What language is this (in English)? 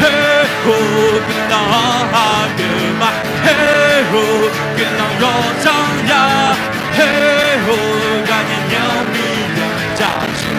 Akha